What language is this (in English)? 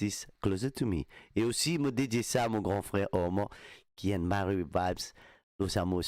Morisyen